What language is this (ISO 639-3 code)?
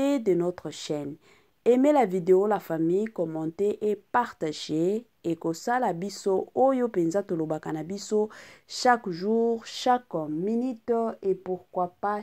lin